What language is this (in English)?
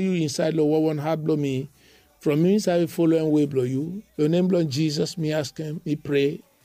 Bislama